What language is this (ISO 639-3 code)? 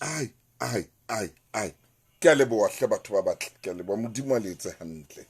sot